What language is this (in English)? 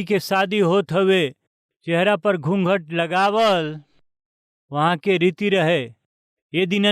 Bhojpuri